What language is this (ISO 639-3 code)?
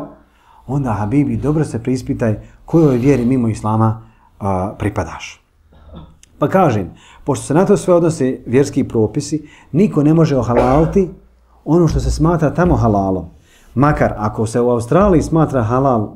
bos